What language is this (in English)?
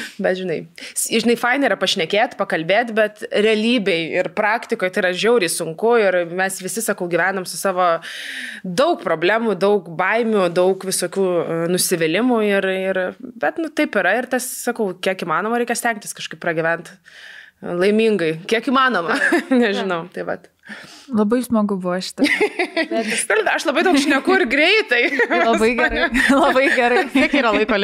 Lithuanian